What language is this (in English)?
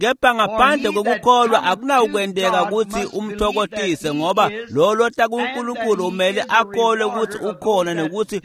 Swati